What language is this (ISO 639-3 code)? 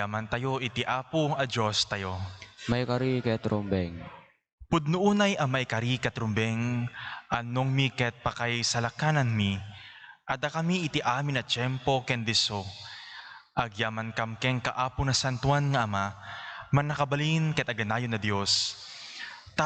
ilo